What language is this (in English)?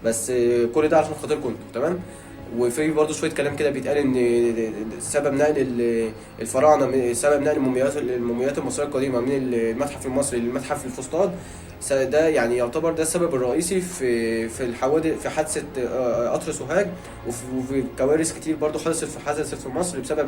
Egyptian Arabic